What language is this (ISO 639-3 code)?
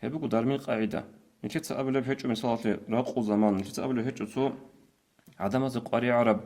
ava